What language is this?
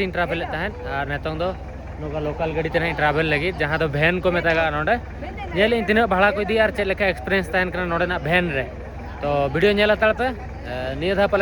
Santali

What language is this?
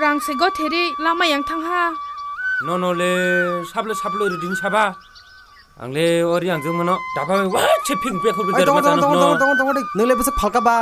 Kok Borok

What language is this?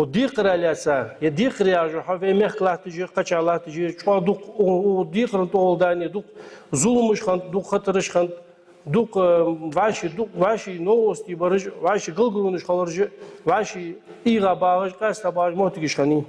Ingush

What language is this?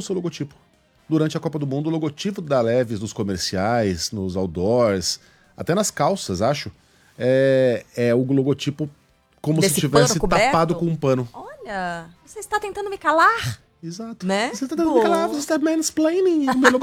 Portuguese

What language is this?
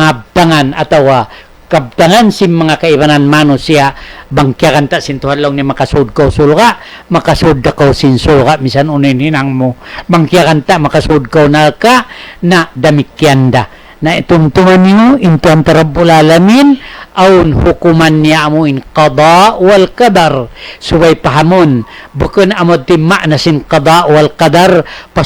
Tausug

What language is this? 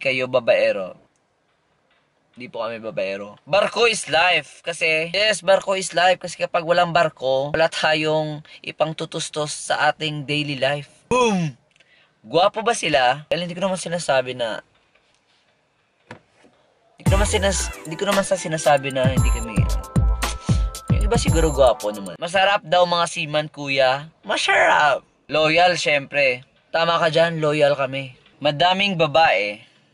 Filipino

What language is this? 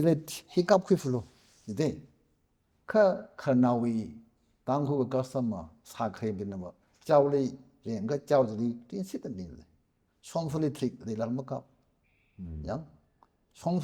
Tangkhul Naga (India)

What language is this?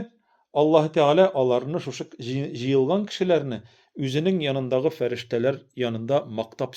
Tatar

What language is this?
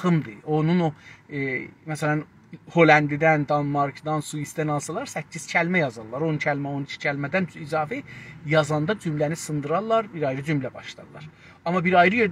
South Azerbaijani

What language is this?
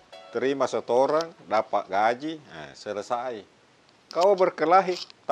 Makassar Malay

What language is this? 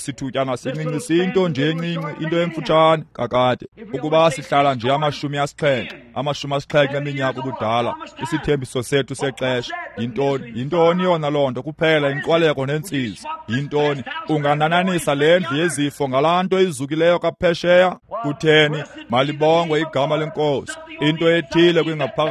Xhosa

